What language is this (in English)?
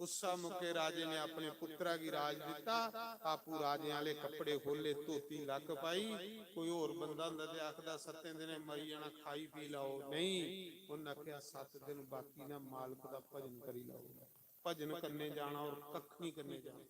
Dogri